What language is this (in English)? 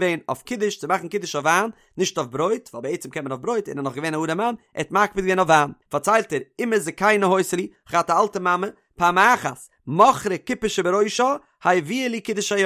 Yiddish